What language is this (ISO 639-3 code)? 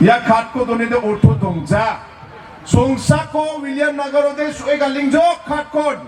grt